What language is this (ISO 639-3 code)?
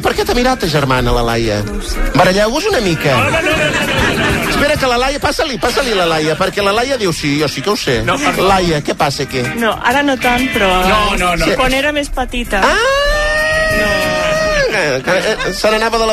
cat